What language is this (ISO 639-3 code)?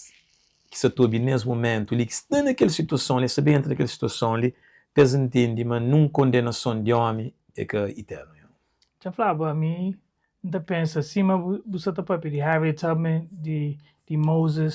kea